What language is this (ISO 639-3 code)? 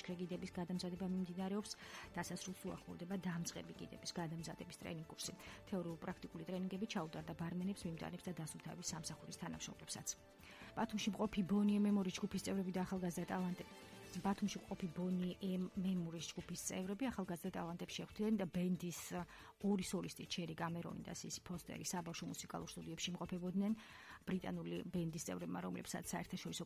kat